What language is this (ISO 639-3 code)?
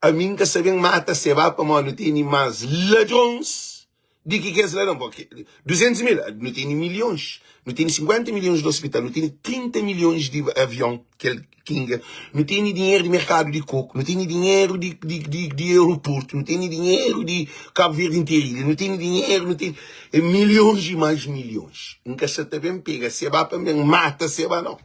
kea